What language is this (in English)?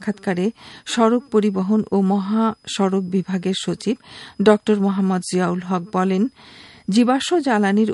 Bangla